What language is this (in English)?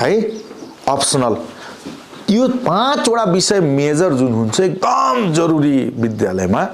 Nepali